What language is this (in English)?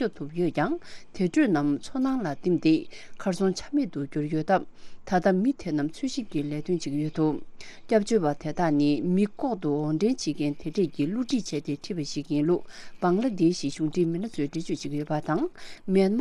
Tibetan